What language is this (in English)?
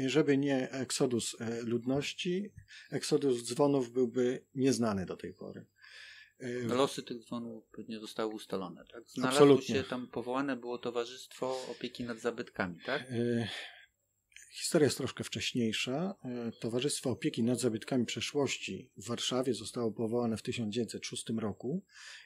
Polish